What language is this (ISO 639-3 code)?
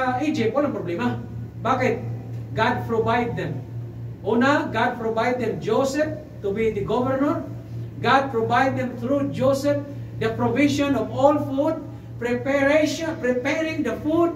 fil